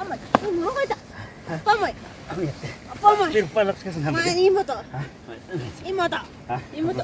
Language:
Ayacucho Quechua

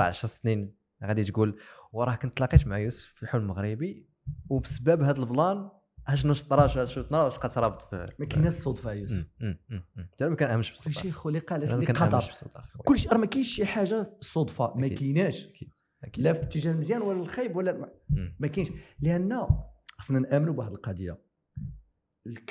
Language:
Moroccan Arabic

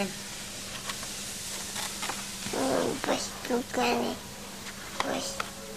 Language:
Indonesian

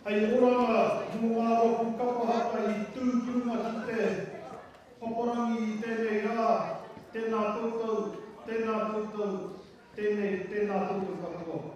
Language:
Māori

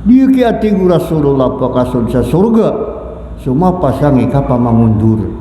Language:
Maranao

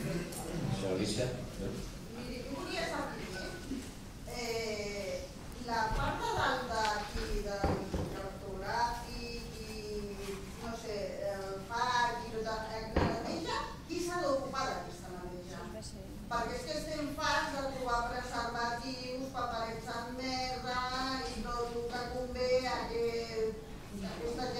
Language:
Catalan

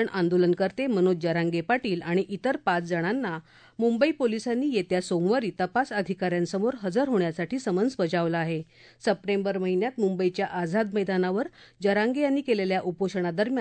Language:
Marathi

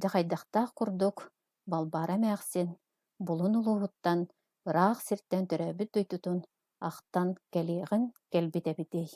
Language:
Yakut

